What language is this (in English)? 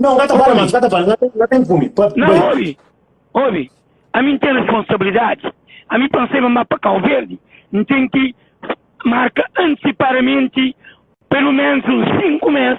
Kabuverdianu